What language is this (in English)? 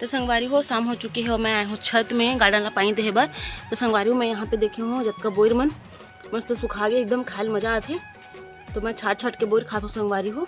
Chhattisgarhi